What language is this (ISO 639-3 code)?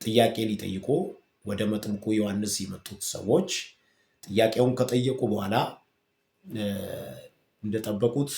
amh